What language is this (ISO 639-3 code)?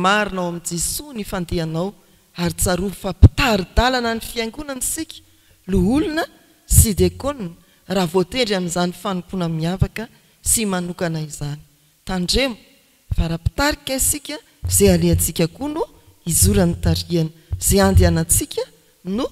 mlg